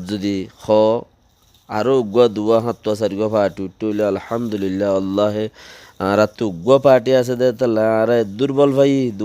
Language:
Rohingya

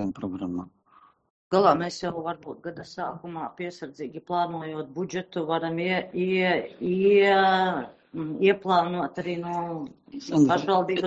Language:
Latvian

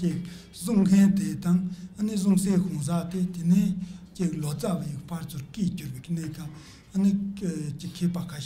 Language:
Tibetan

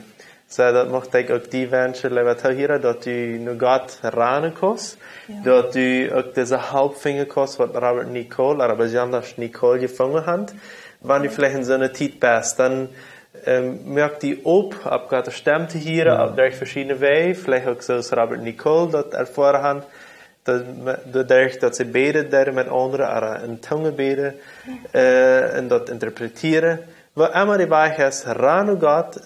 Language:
Plautdietsch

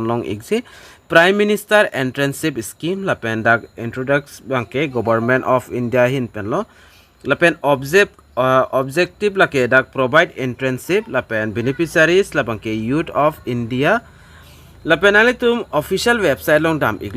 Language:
Karbi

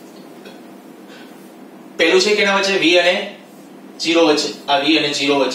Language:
Gujarati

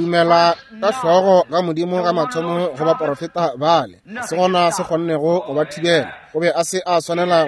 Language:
Northern Sotho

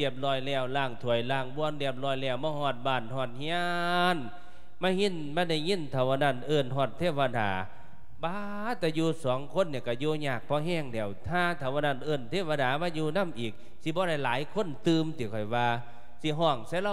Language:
Lao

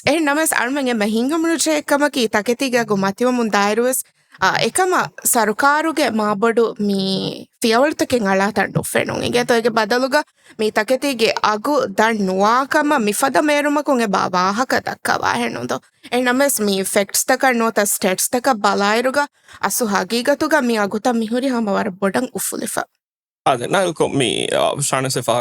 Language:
Divehi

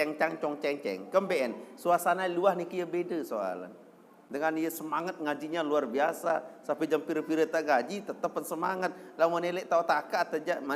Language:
Sasak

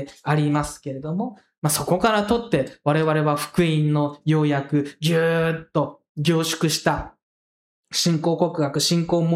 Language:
Japanese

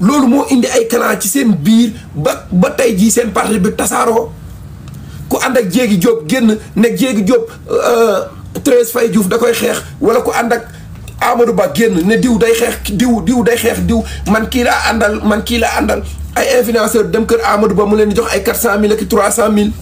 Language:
Wolof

